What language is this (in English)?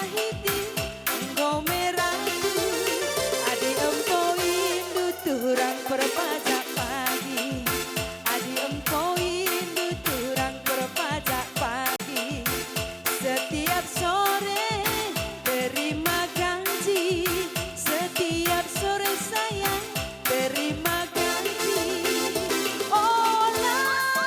Batak Karo